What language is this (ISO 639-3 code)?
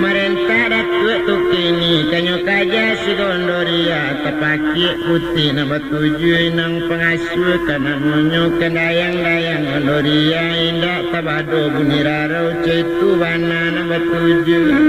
min